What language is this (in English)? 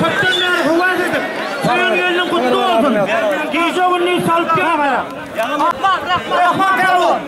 Turkmen